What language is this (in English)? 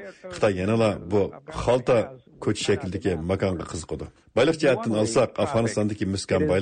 Uyghur